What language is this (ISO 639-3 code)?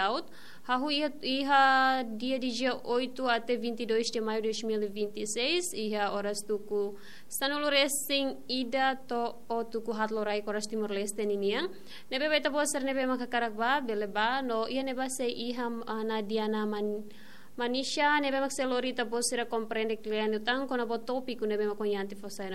tet